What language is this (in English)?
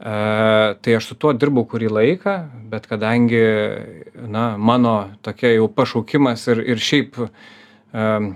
Lithuanian